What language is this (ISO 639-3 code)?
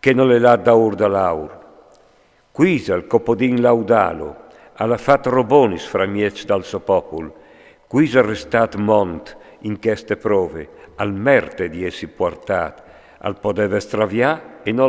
fur